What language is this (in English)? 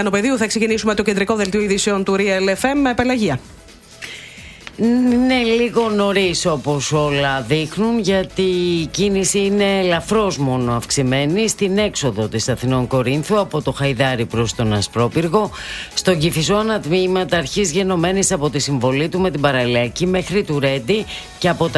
Greek